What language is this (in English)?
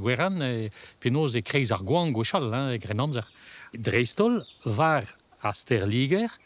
Breton